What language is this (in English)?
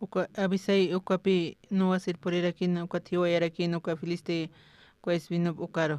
Aymara